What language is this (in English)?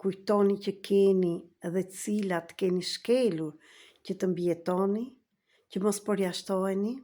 Albanian